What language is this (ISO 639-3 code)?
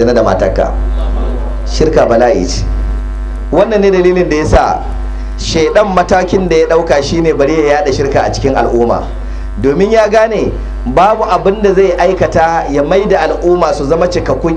hau